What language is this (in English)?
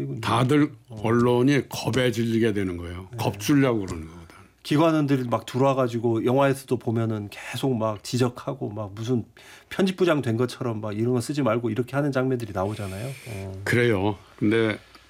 Korean